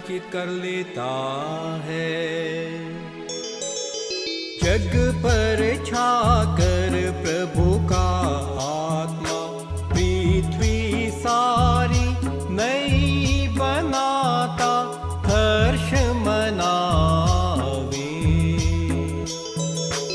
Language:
Hindi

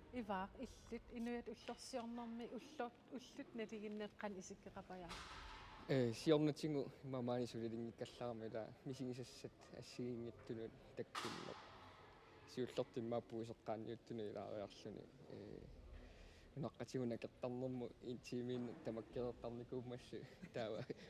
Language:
Kalaallisut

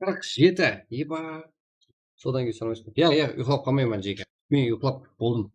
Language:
Kara-Kalpak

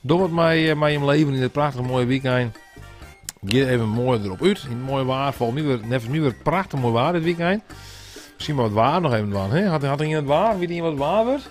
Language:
Western Frisian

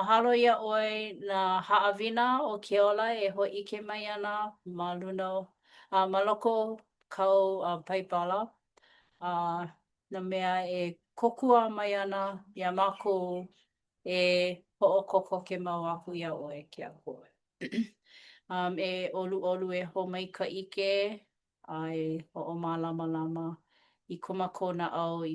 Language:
Hawaiian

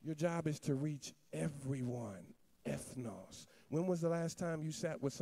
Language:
English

